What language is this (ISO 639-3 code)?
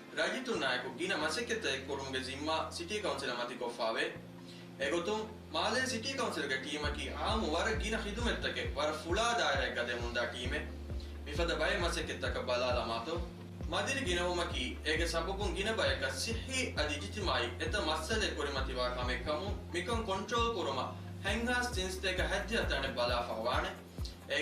div